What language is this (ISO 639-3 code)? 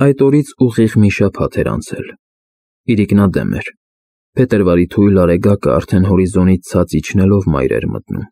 hye